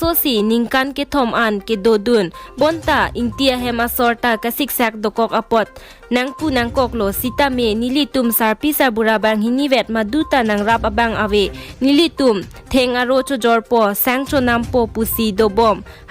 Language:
Karbi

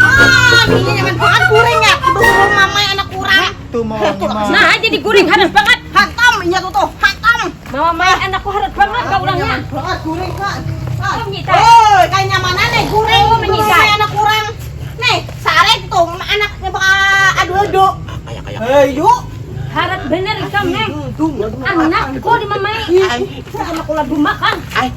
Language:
Banjar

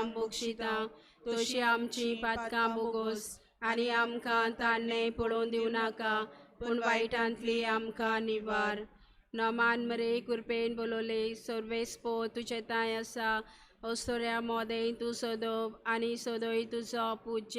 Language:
Konkani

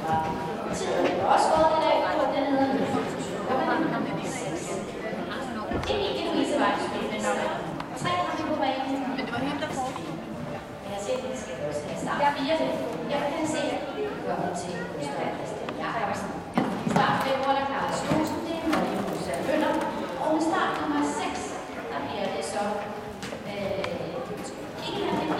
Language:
Danish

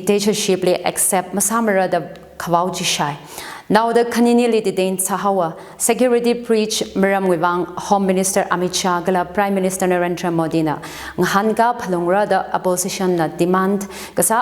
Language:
Tangkhul Naga (India)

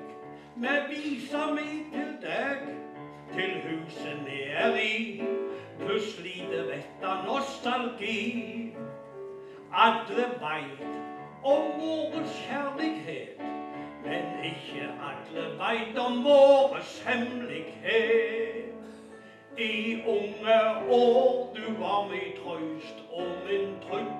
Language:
Norwegian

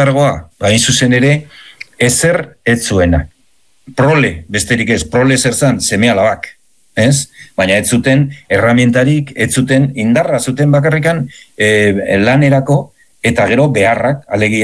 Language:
Basque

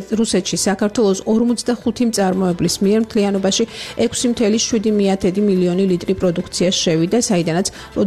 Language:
Georgian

